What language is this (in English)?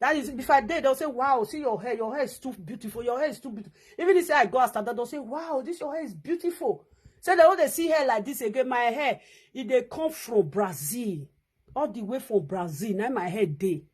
Nigerian Pidgin